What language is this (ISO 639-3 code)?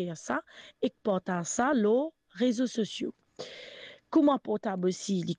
mfe